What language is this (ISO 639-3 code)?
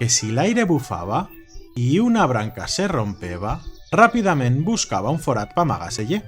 arg